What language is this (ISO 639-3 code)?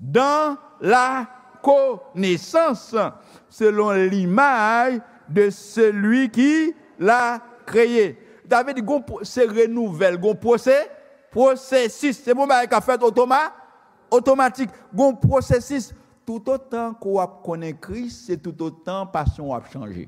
hat